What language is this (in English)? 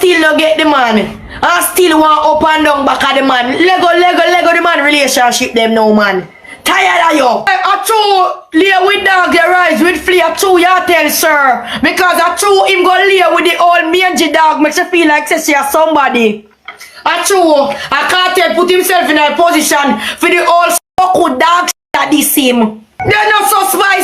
Jamaican Creole English